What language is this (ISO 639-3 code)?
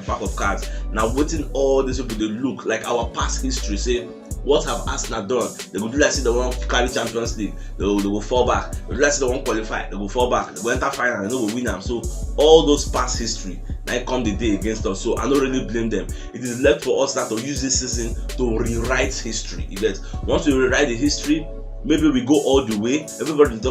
pcm